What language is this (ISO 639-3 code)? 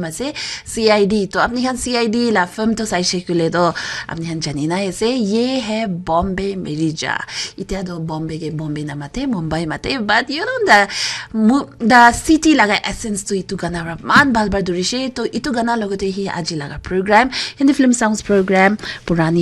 nag